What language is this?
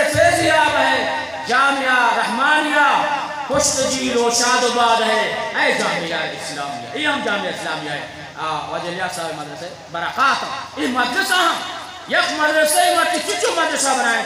Eastern Balochi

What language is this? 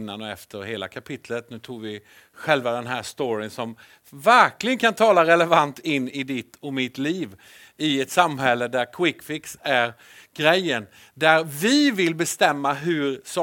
Swedish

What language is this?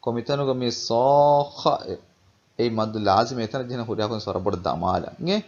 Divehi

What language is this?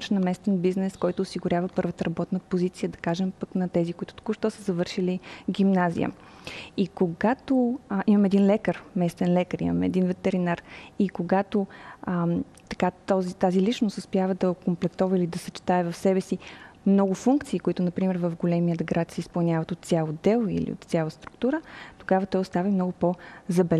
Bulgarian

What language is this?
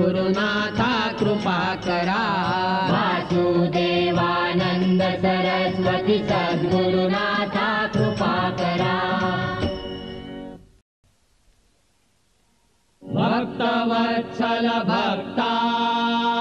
Marathi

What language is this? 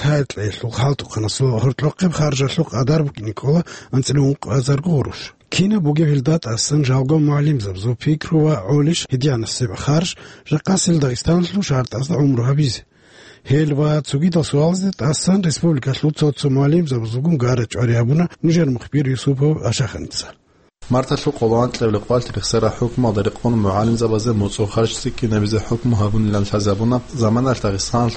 Avaric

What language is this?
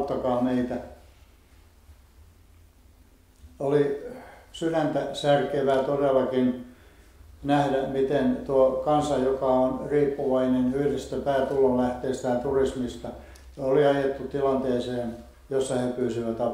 Finnish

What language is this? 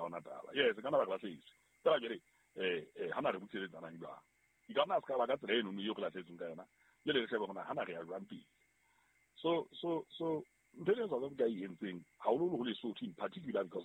Southern Sotho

